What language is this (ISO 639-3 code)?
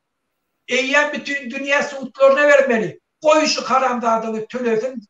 tuk